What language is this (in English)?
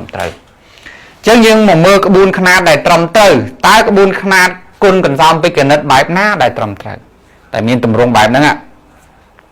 Khmer